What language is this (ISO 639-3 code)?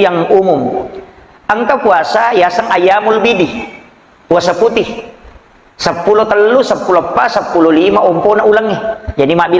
bug